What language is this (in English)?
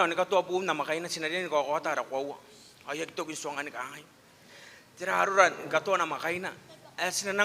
Gilbertese